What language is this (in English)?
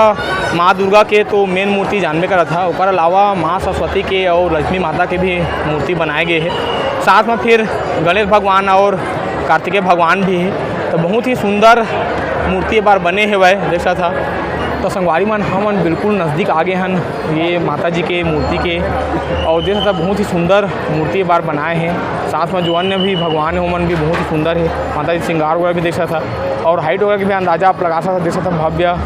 Chhattisgarhi